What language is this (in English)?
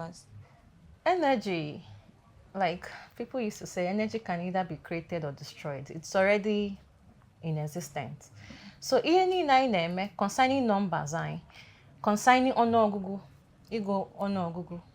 Igbo